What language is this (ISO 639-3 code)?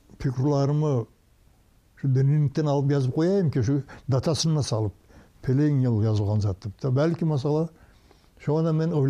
kum